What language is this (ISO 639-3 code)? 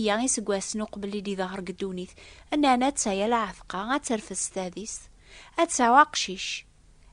kab